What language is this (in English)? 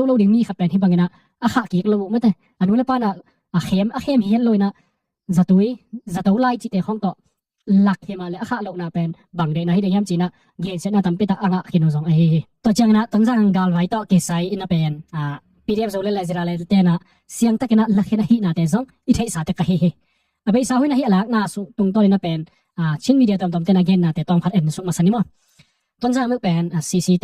Tedim Chin